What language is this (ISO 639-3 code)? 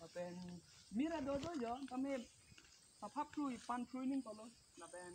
mjw